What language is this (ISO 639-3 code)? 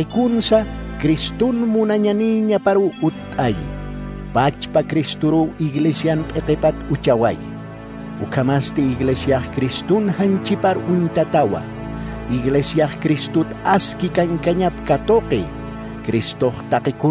aym